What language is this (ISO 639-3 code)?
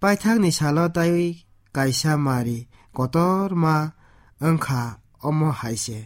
trp